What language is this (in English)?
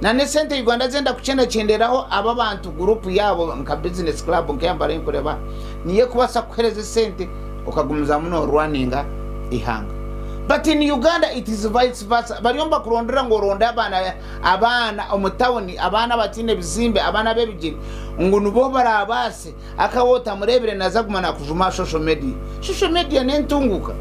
Nyankole